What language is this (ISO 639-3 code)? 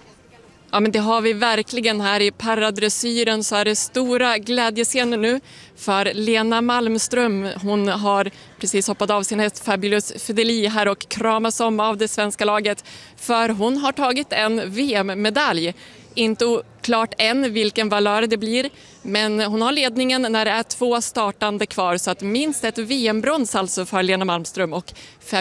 swe